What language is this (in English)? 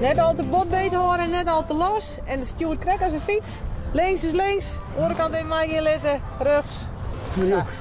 Western Frisian